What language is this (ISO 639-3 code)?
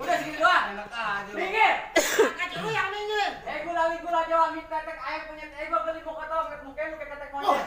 bew